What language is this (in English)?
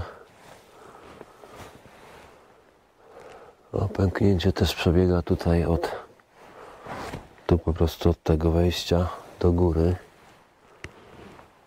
Polish